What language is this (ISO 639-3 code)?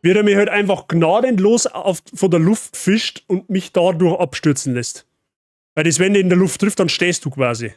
bar